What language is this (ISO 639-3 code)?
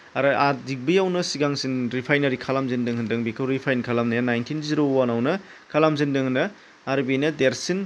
brx